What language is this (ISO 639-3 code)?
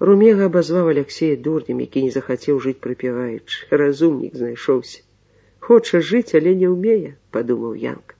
bel